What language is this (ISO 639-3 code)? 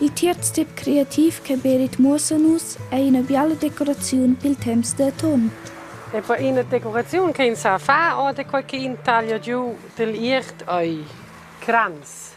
roh